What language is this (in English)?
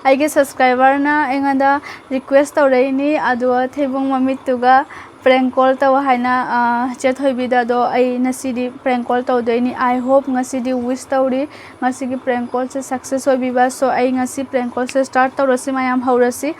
Manipuri